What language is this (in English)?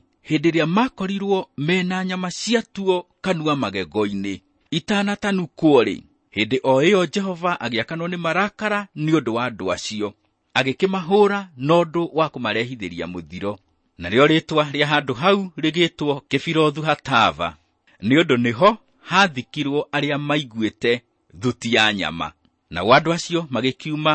Kikuyu